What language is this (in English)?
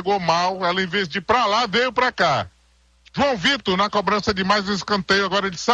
Portuguese